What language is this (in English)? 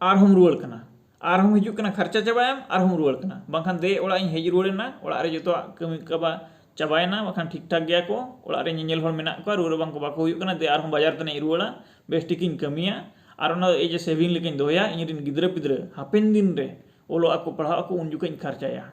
Santali